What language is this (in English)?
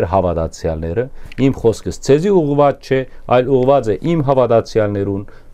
Western Armenian